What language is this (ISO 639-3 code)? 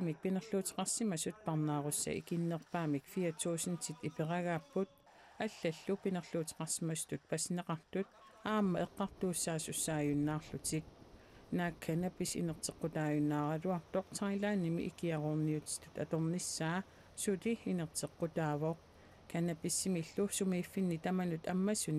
kal